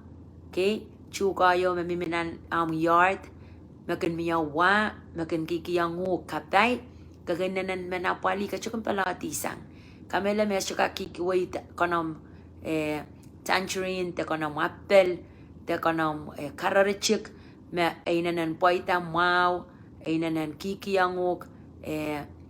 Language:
Pohnpeian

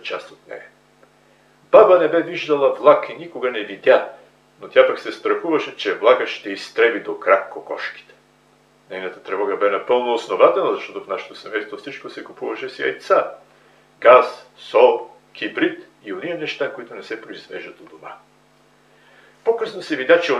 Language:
Bulgarian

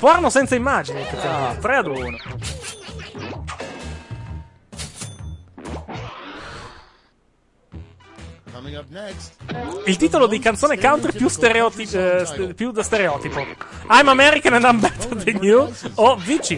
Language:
Italian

